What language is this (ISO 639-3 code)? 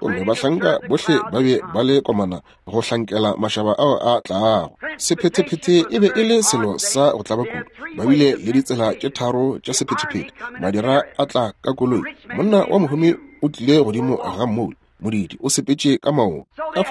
nso